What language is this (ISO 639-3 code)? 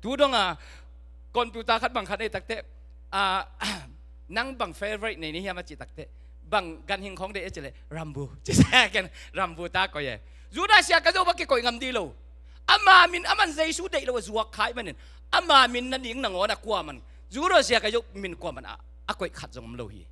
ctd